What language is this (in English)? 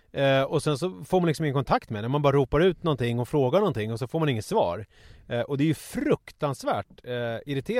Swedish